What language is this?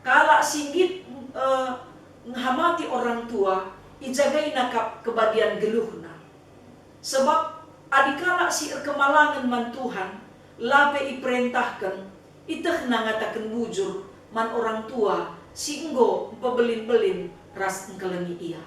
Batak Karo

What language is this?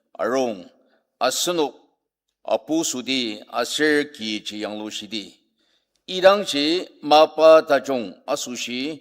Ao Naga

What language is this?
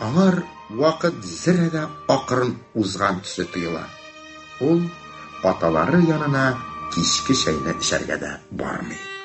Tatar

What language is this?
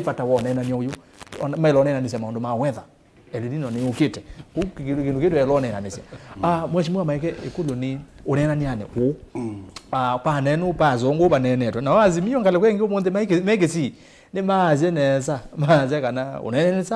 Kamba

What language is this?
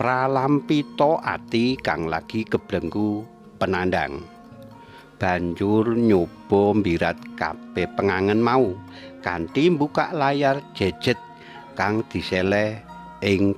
Javanese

